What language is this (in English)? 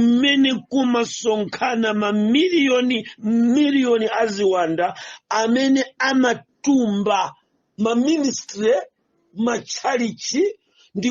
Nyanja